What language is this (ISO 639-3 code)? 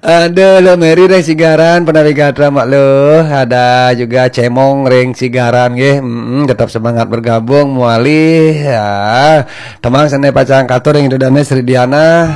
ban